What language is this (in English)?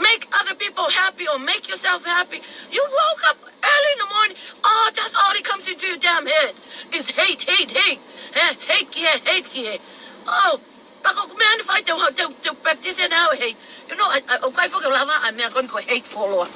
Tongan